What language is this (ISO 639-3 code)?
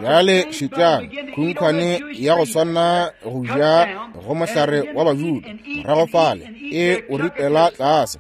nso